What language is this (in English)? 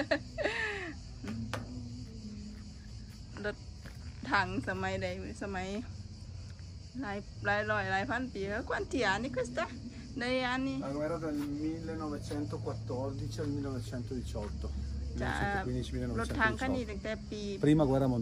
Thai